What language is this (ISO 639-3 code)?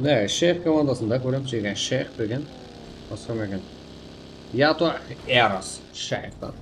kaa